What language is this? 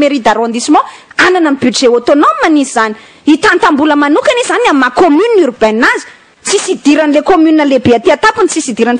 Malagasy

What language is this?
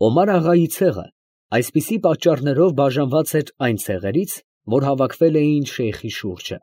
Armenian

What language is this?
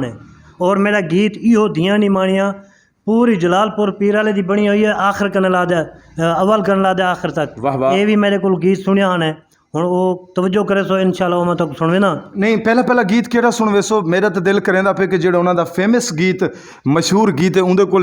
Saraiki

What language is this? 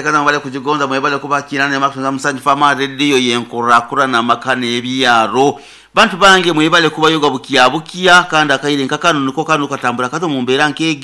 Nyoro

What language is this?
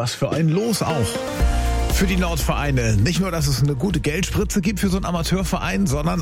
German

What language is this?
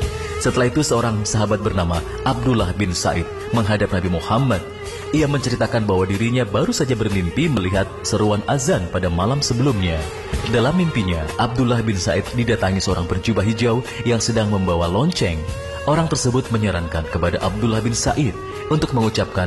Indonesian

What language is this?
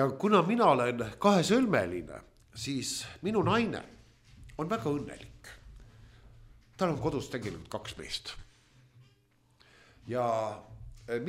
Estonian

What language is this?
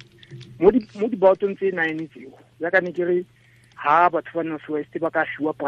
Tswana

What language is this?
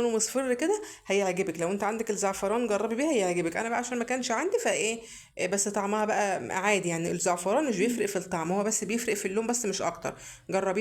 Egyptian Arabic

